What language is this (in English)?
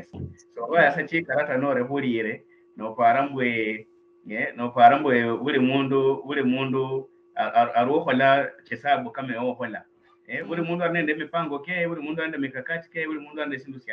Luyia